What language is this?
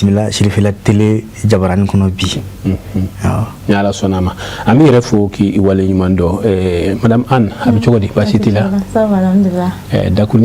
Bambara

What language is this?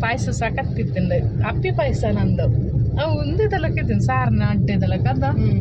Tulu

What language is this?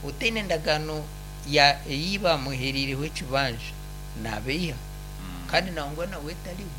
Nyankole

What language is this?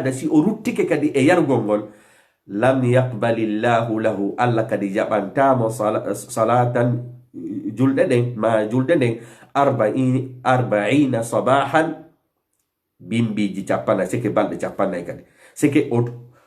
Fula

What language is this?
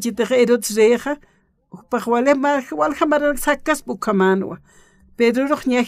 Aymara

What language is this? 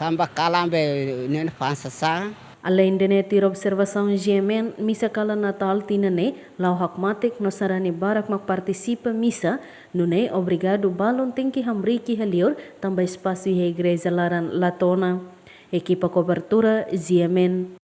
Tetum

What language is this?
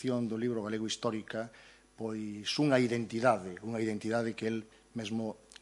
Galician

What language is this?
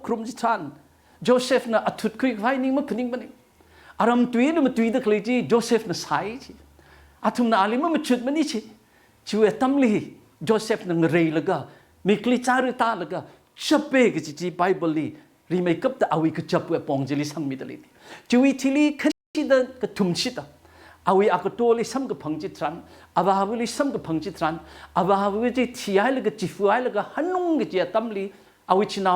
Tangkhul Naga (India)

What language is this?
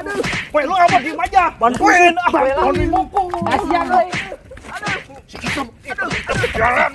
Betawi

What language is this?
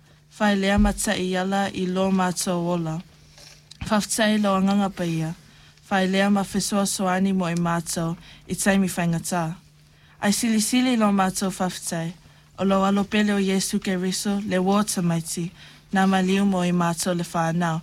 Samoan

